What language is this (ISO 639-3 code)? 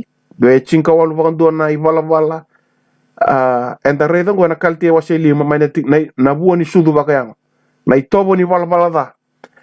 fij